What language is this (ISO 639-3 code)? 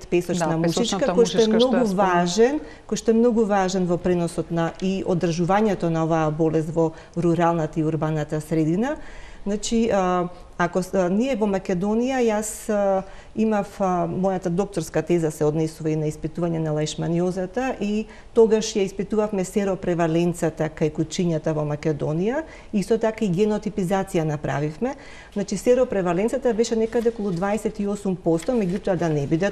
mkd